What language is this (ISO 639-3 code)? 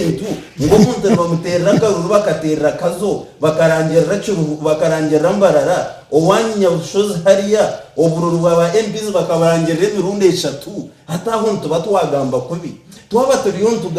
nyn